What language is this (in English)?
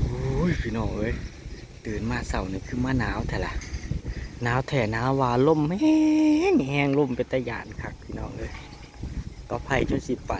Northeastern Thai